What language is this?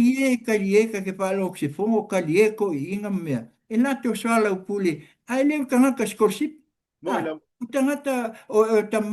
Samoan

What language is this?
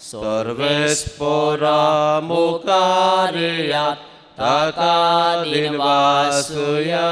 Konkani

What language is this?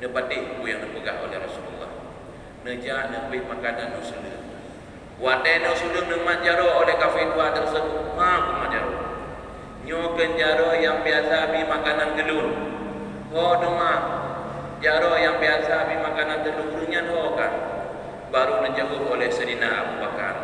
Achinese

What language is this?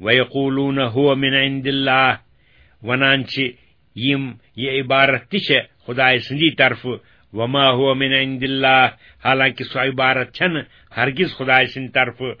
Kashmiri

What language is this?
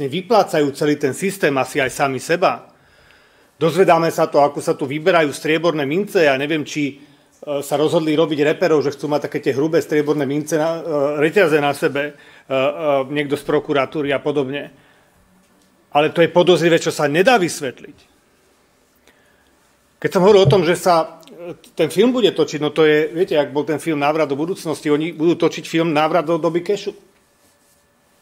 Slovak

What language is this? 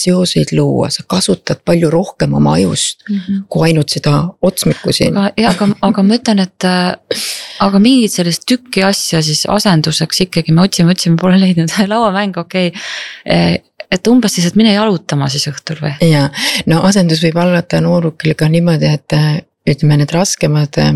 Estonian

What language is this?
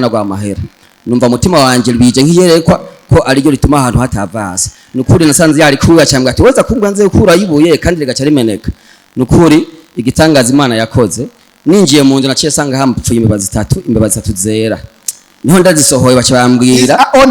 Rundi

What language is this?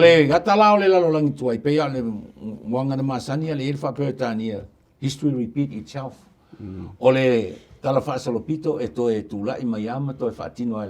Samoan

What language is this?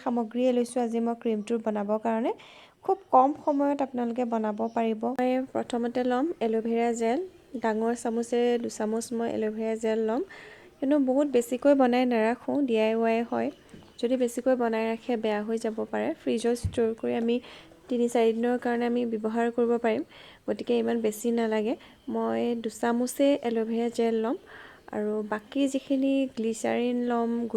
Assamese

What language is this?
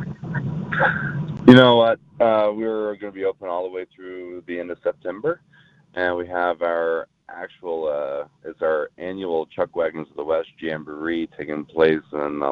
English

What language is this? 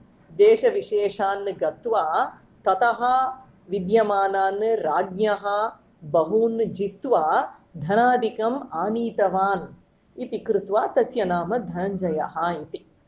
Sanskrit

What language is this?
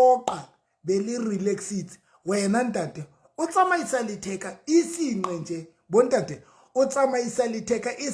Southern Sotho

